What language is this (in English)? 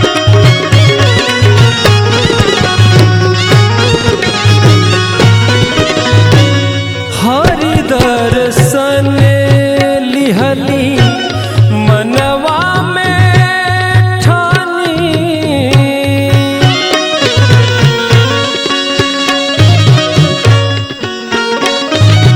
Bhojpuri